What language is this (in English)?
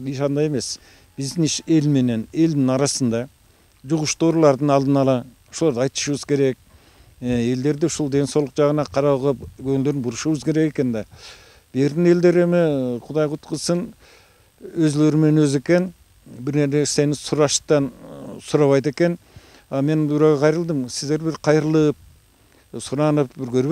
Kyrgyz